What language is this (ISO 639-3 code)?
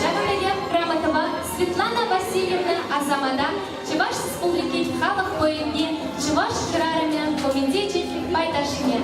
chv